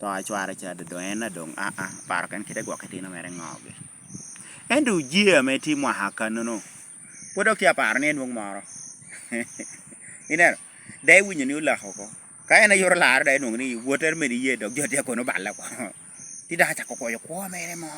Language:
Lango (Uganda)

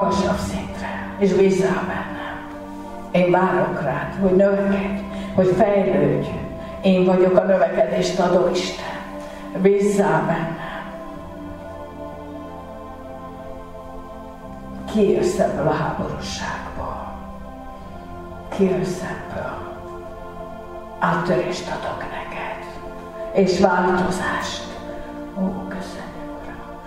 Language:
Hungarian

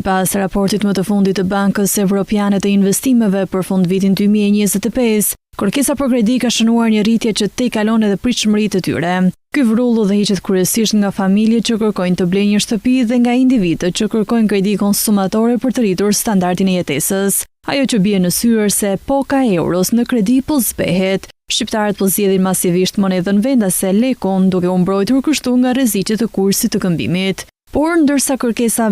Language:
Albanian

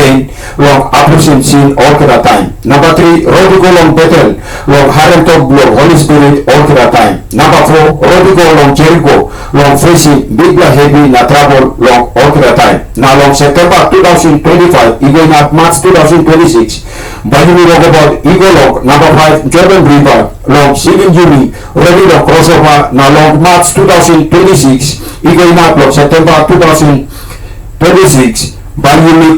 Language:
Tok Pisin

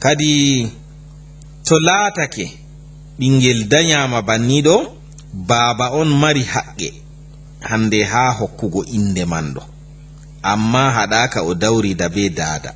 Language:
Fula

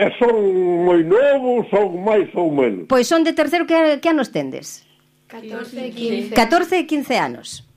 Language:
Galician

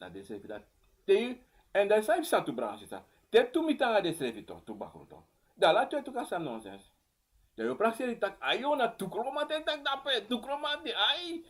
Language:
Sranan Tongo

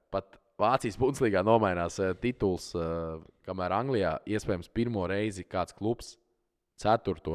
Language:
Latvian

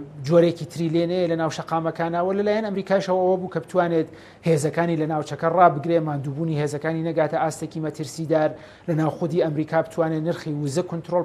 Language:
Central Kurdish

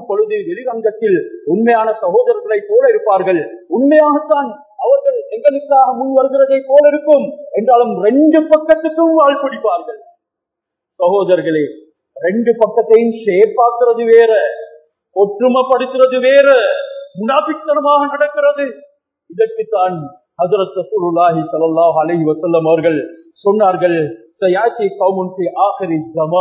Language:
Tamil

